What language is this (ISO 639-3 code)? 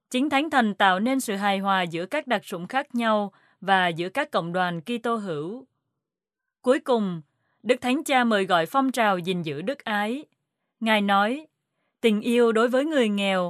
vie